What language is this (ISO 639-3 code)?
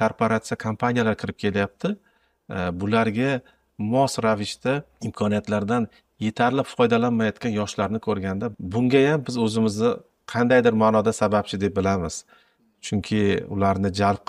uzb